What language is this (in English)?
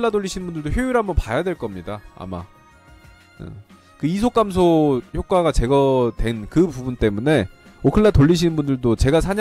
Korean